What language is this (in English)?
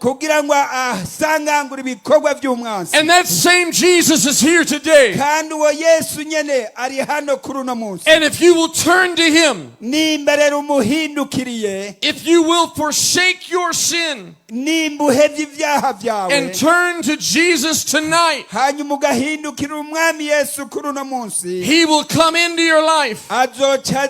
Rundi